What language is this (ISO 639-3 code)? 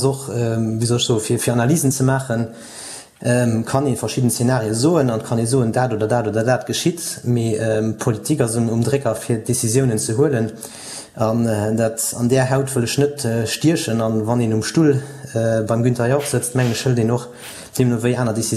ltz